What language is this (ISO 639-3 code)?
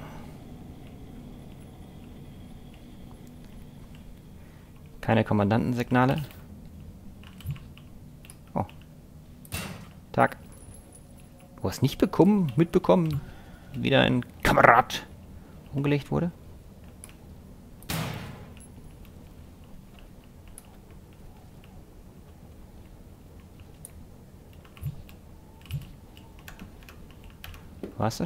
deu